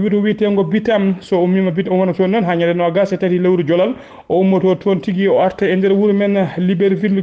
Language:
Fula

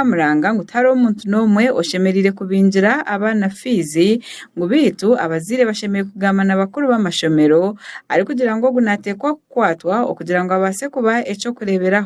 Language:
Nyankole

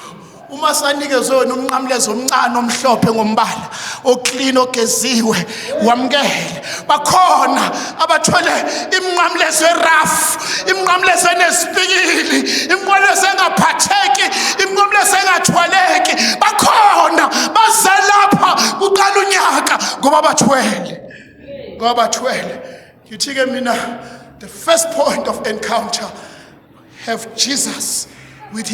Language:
Zulu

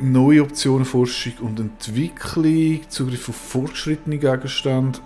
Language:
Swiss German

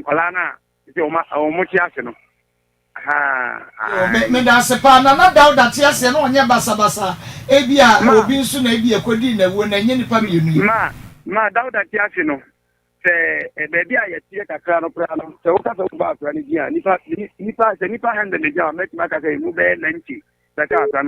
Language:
Akan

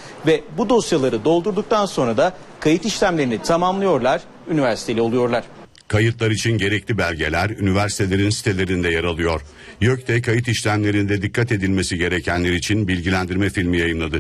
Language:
Turkish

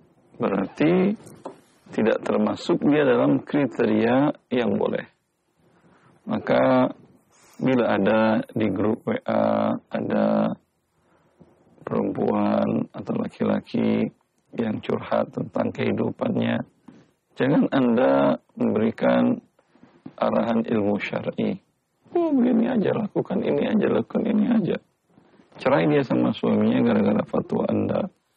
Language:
Indonesian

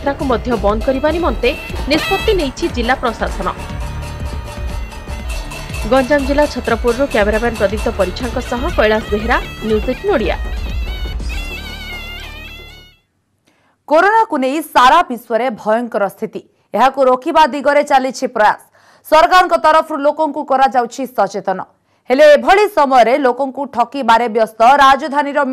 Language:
Odia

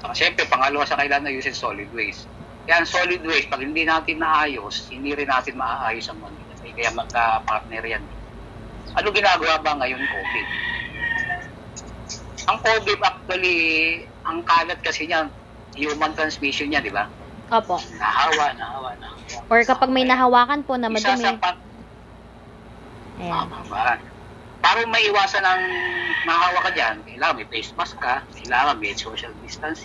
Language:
Filipino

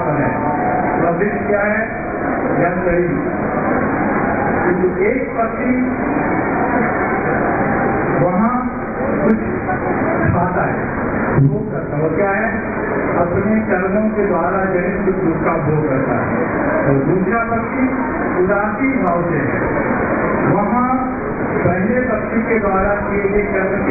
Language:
Hindi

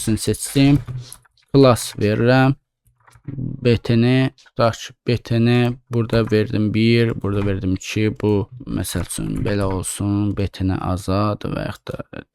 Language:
Azerbaijani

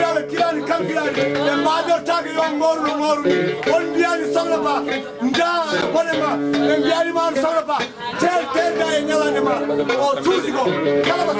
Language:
Fula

